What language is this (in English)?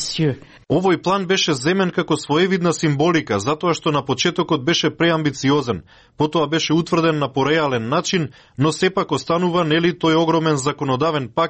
Macedonian